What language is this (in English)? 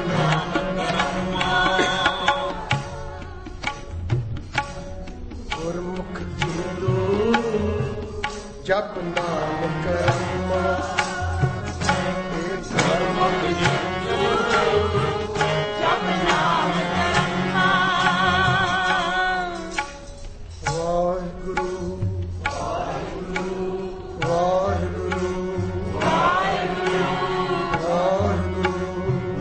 Punjabi